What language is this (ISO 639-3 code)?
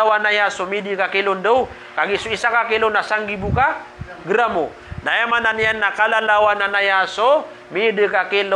mrw